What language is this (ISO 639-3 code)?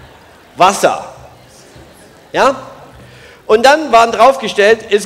deu